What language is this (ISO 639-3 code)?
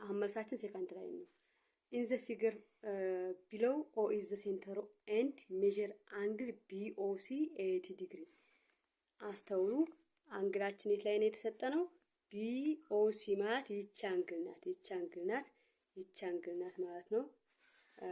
amh